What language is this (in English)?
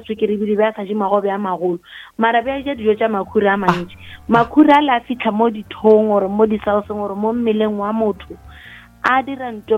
Northern Sotho